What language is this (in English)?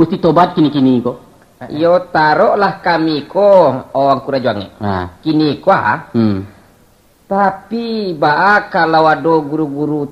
Minangkabau